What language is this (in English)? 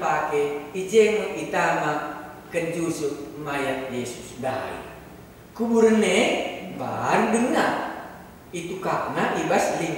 Batak Karo